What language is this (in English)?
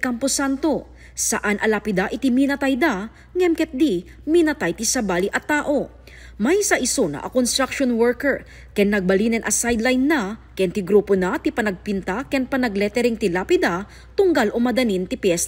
Iloko